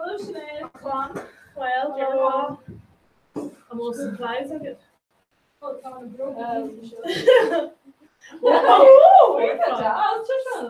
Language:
Irish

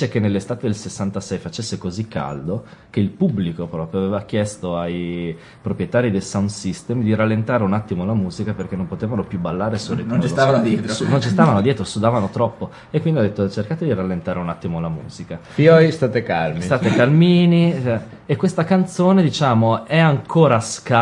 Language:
Italian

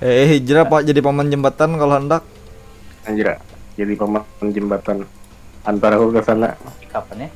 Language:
Banjar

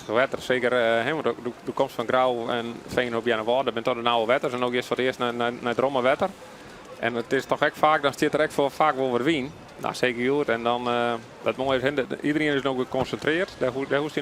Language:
Western Frisian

